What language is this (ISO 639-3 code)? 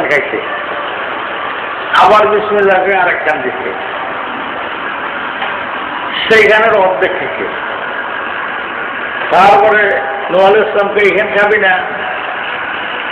ben